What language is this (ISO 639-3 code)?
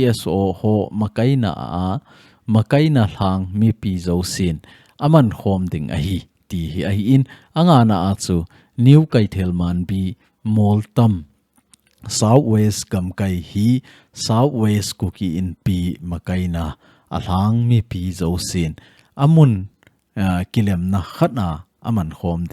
tcz